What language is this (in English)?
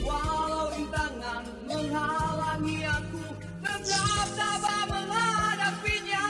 Betawi